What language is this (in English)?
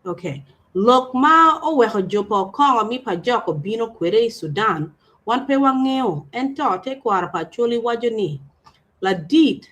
Acoli